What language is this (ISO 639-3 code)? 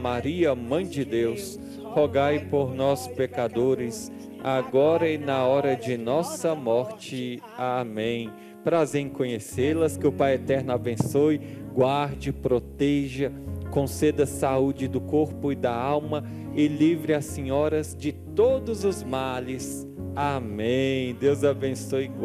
por